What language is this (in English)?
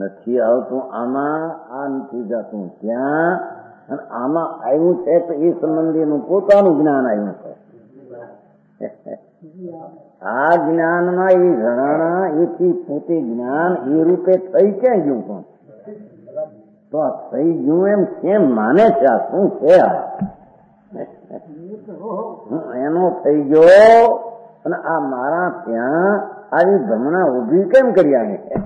Gujarati